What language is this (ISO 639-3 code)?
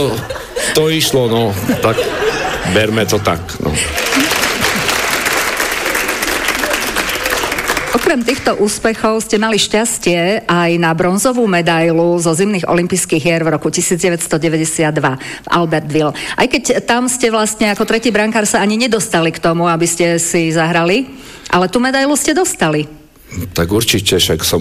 slk